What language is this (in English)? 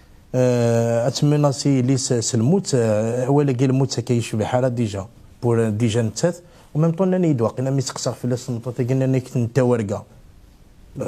Kabyle